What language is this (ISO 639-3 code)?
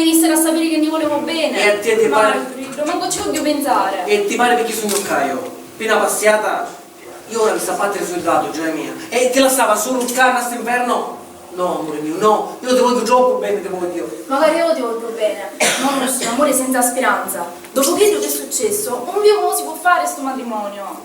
scn